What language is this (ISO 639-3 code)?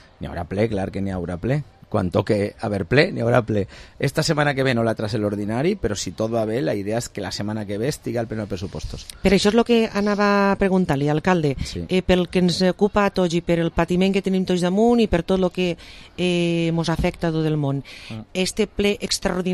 cat